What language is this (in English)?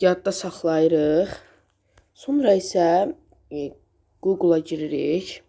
Azerbaijani